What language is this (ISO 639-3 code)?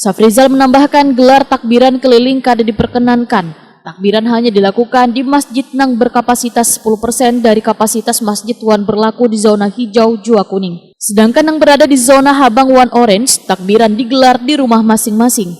bjn